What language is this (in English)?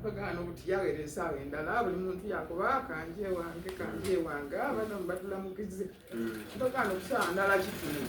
Soga